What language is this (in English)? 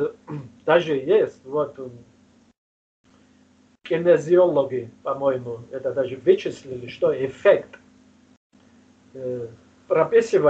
Russian